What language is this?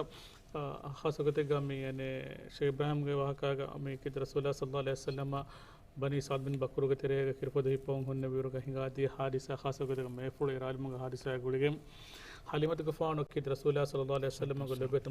Divehi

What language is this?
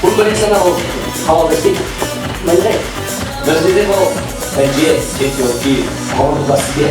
Chuvash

